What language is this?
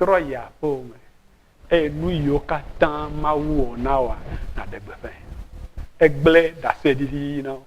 Ewe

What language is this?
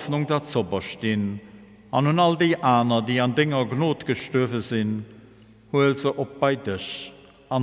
Luxembourgish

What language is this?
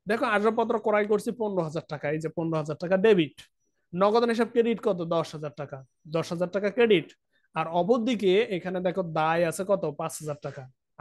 Bangla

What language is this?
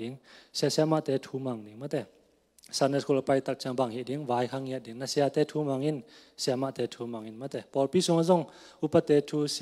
Tedim Chin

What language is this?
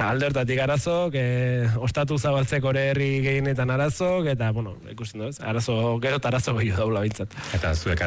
Basque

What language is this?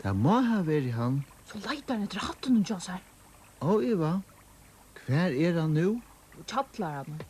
Faroese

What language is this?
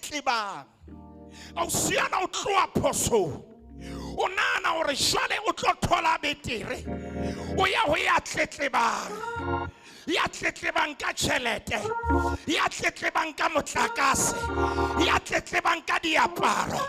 Southern Sotho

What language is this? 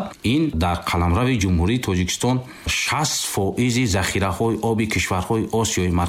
Tajik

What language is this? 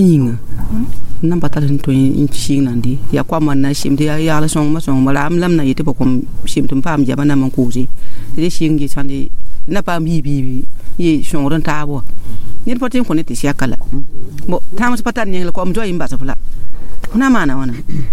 Mossi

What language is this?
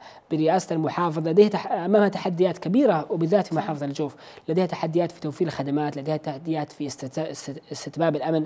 Arabic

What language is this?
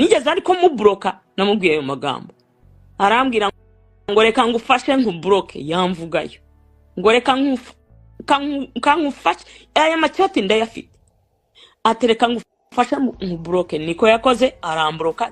Kinyarwanda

